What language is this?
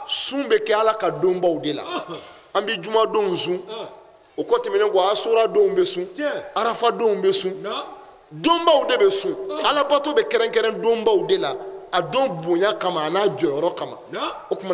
Bambara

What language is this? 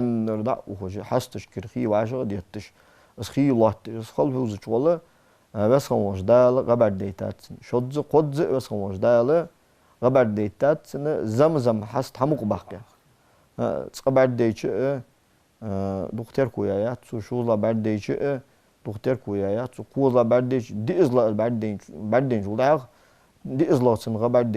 Ingush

